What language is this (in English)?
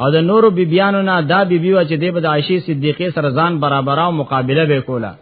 Pashto